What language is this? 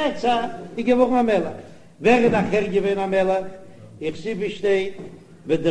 Yiddish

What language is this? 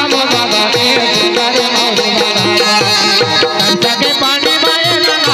Chhattisgarhi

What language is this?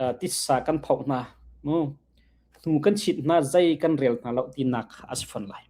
Hakha Chin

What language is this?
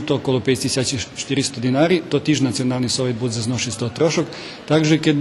Rusyn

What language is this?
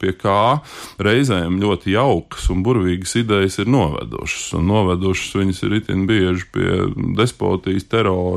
Latvian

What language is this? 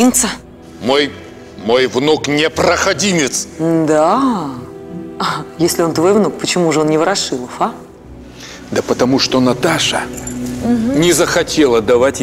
Russian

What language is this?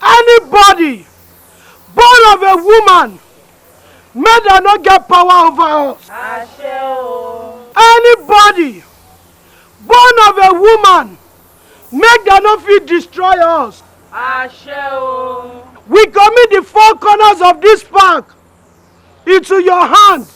Nigerian Pidgin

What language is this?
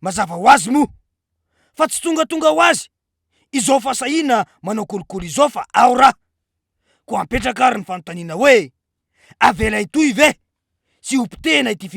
Malagasy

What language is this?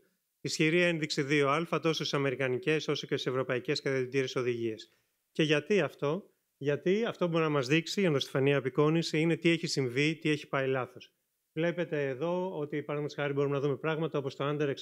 Greek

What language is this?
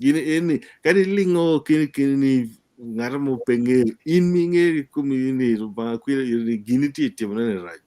Acoli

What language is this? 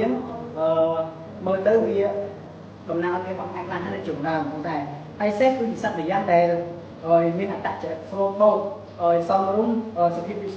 Khmer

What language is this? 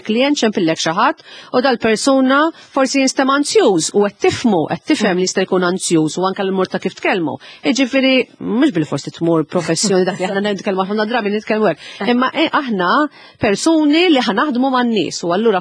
Maltese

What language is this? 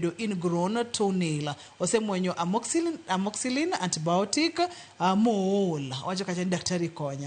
Luo (Kenya and Tanzania)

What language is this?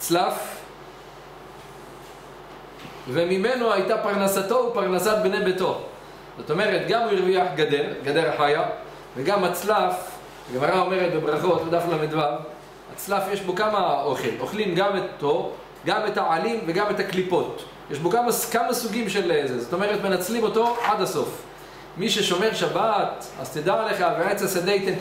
Hebrew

